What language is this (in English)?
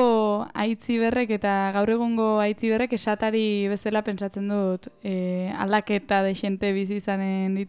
Basque